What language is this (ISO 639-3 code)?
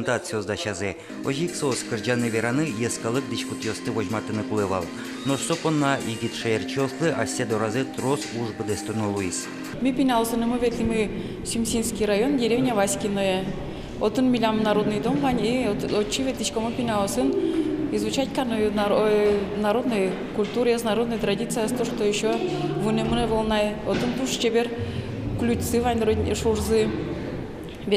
udm